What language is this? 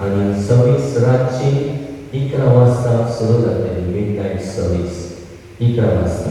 Konkani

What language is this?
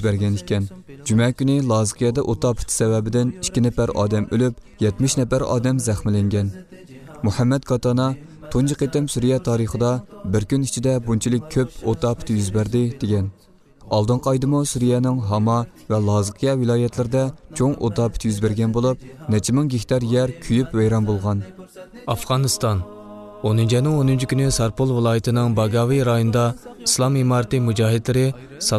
Uyghur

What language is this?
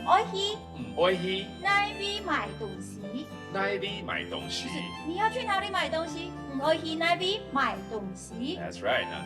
Hakka Chinese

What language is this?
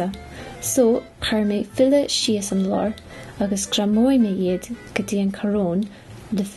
Irish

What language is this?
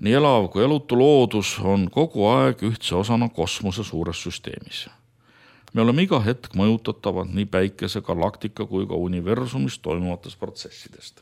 Estonian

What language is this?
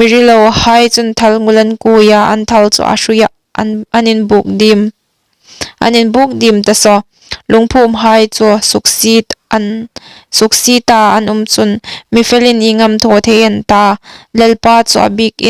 Hmar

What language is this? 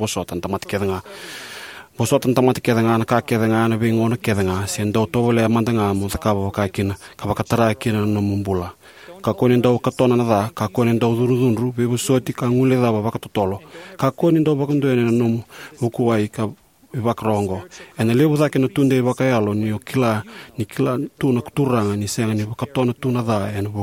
Fijian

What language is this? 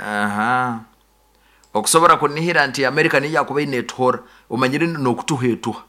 Nyoro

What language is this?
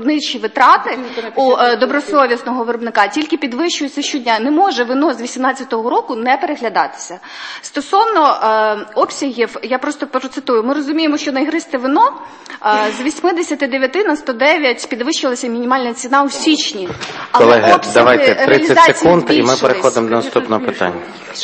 Ukrainian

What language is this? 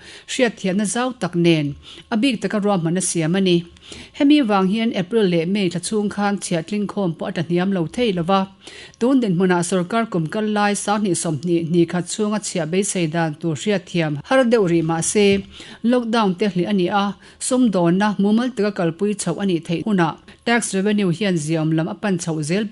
Mizo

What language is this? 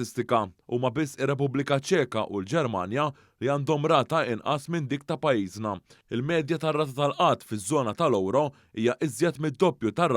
Maltese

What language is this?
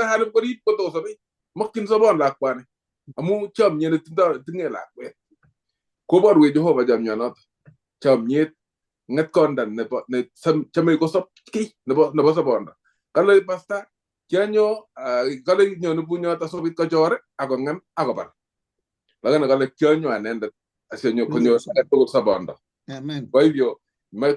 Kalenjin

